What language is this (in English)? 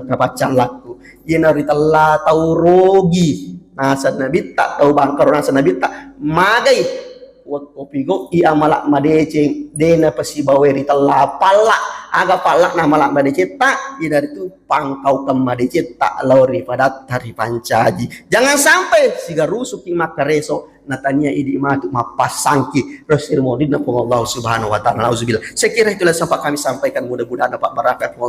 Buginese